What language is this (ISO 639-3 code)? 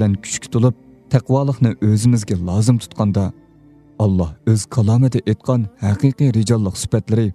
uig